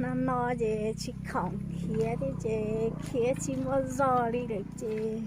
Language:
Hmong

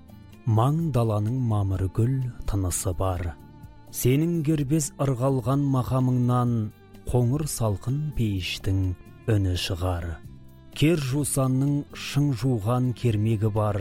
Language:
Kazakh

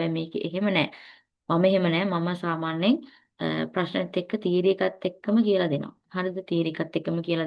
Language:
Sinhala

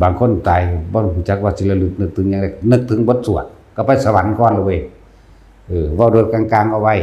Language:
Lao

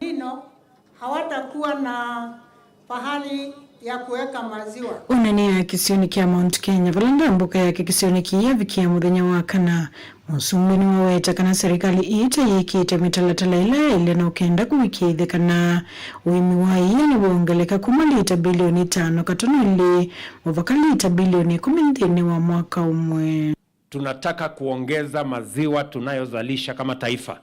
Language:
Kamba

